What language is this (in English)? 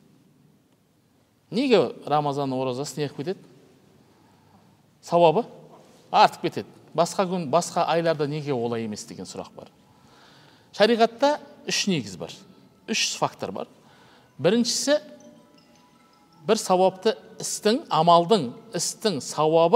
Kazakh